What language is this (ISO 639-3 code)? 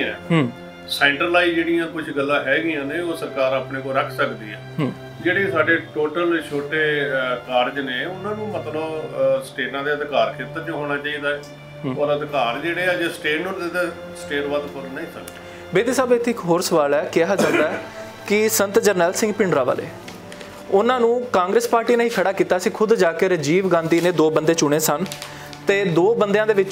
pan